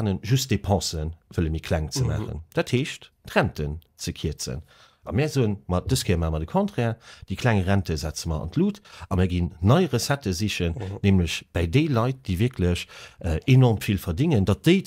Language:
Luxembourgish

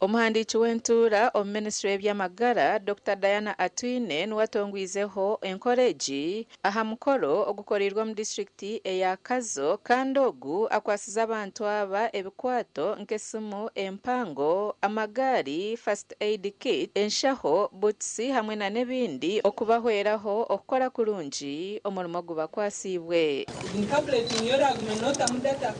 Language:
Nyankole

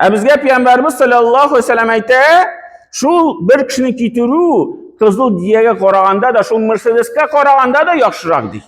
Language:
Tatar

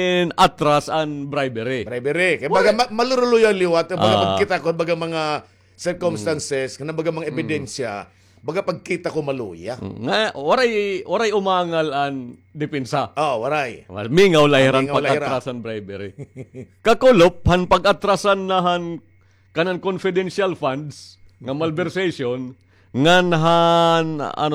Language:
Waray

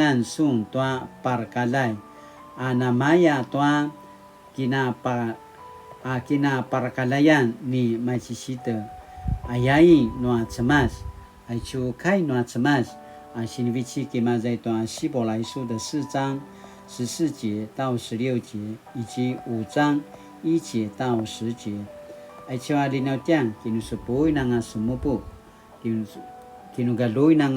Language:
Paiwan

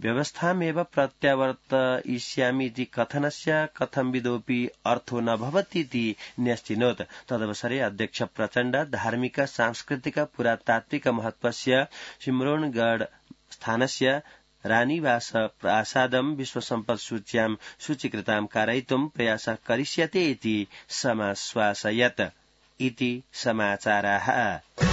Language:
Sanskrit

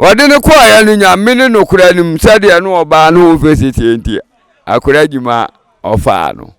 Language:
Akan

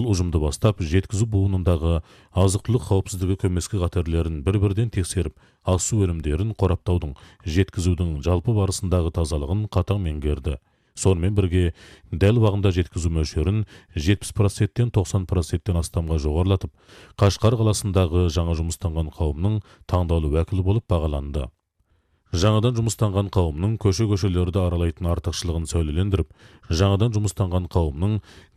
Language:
Kyrgyz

